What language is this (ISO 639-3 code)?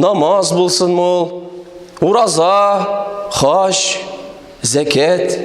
tat